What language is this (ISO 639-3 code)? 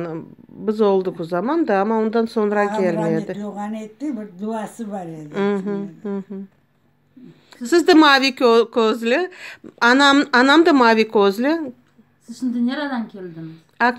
crh